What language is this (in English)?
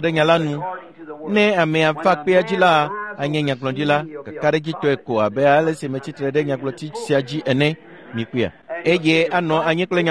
Ewe